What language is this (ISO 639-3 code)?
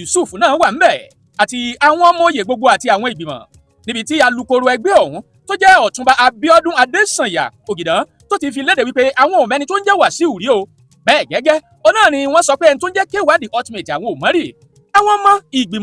yor